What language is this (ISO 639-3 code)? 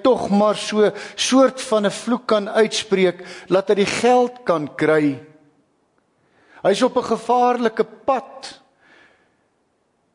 afr